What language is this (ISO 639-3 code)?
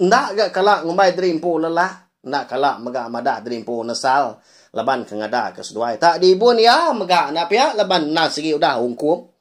iba